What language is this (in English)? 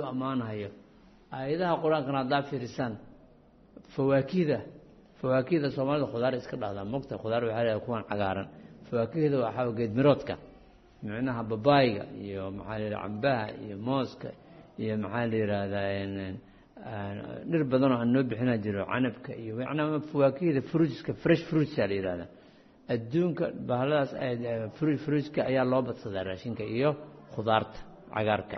Somali